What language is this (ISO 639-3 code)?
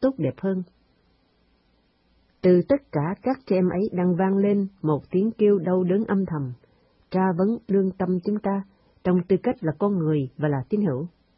vie